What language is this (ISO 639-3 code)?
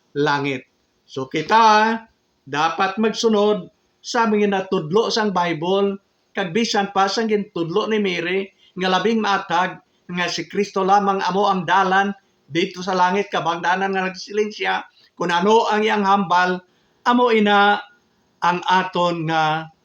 hil